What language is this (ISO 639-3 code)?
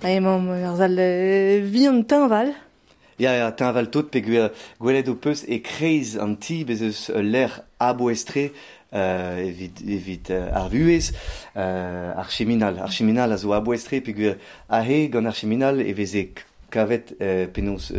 bre